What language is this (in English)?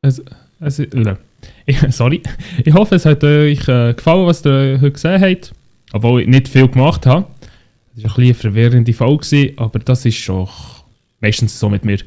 Swiss German